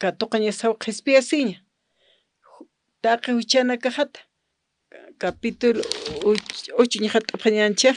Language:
Aymara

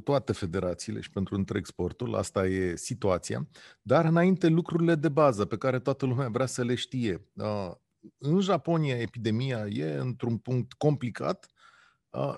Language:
Romanian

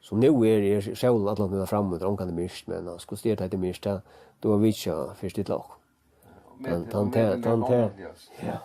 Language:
Faroese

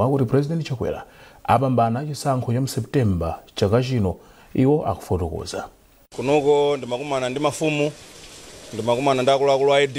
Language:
Nyanja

